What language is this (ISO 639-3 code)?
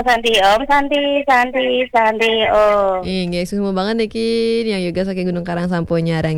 ban